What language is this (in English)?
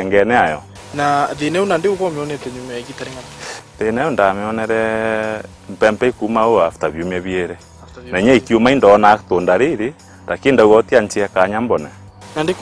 Meru